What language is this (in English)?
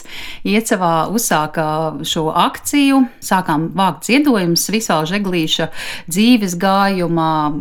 Latvian